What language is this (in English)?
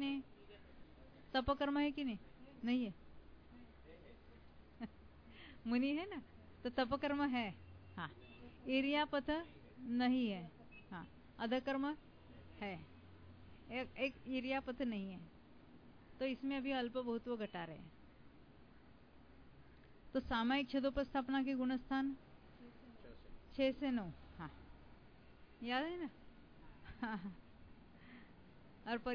Hindi